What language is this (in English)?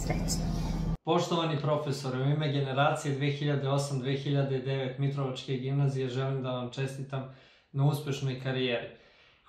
Serbian